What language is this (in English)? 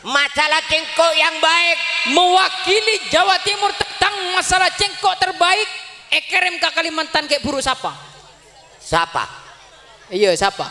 Madurese